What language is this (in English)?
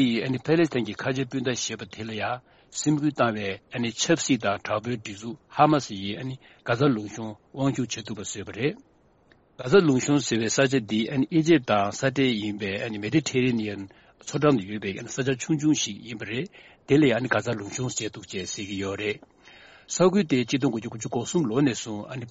Tibetan